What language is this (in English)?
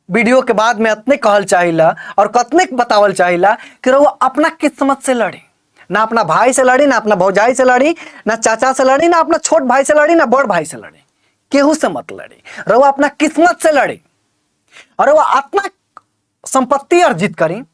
Bhojpuri